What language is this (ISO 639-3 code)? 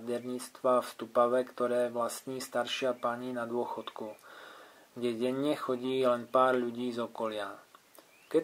slk